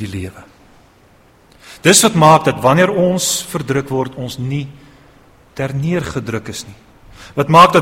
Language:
Afrikaans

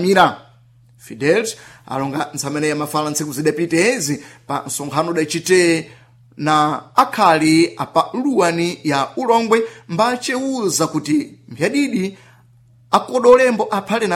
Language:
Sena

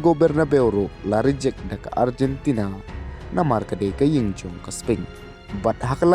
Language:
Khasi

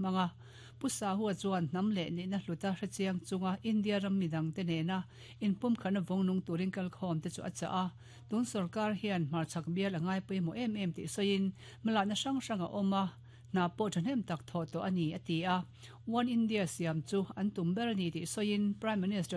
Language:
Mizo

